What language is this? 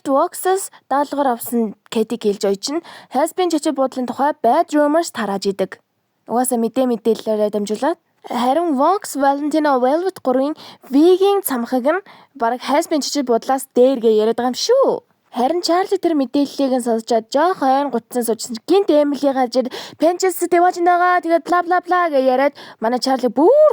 Mongolian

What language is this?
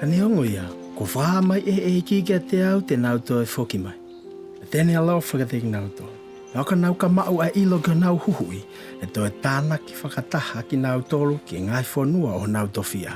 Tongan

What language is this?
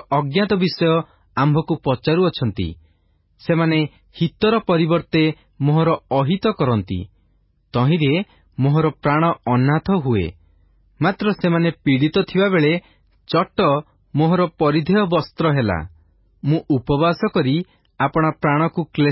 Odia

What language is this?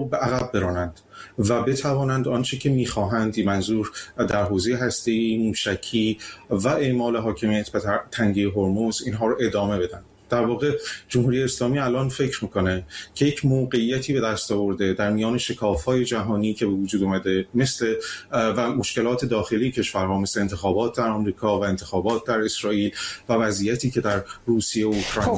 Persian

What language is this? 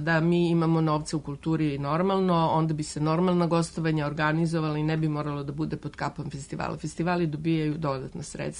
Serbian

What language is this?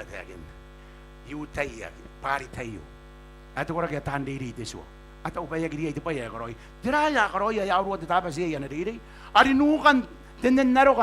Gilbertese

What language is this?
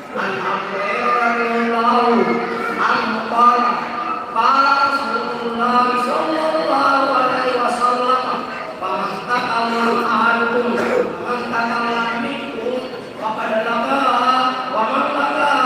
Buginese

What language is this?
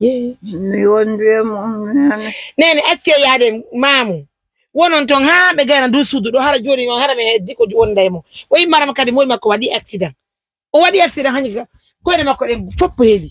Pular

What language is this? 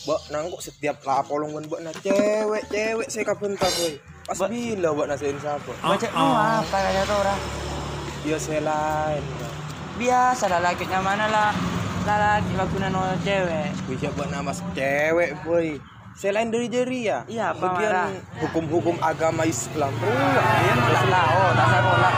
Madurese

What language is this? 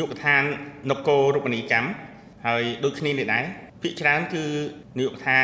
Khmer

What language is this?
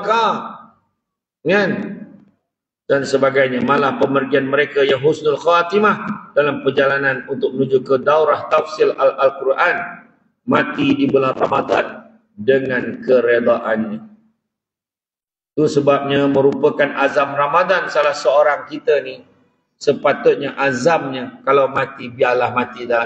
Malay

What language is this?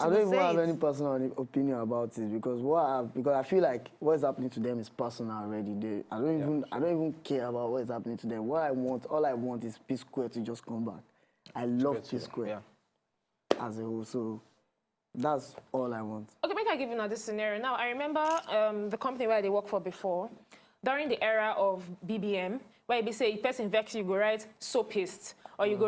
Nigerian Pidgin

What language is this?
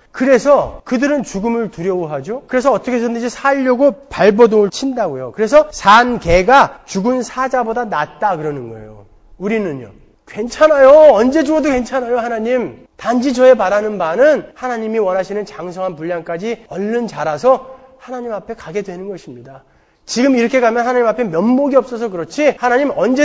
Korean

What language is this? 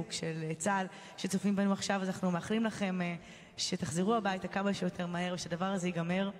Hebrew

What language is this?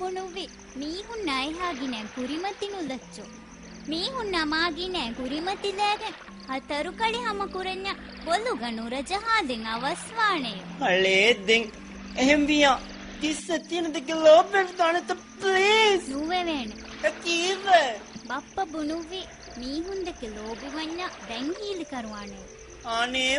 Divehi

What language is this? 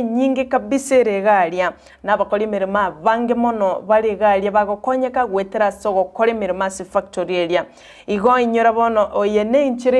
Gusii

